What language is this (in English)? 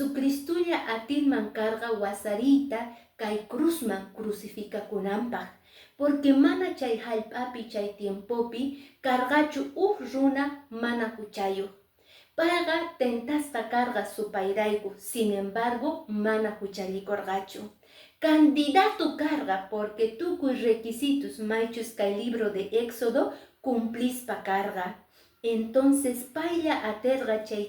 Quechua